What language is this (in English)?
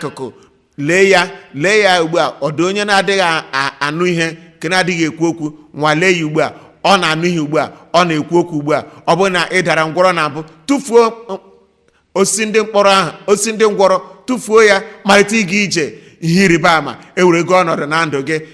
Igbo